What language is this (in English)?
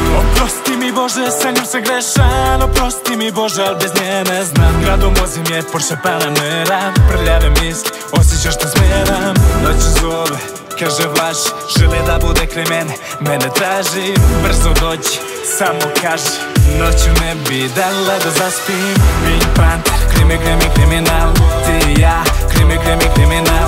Serbian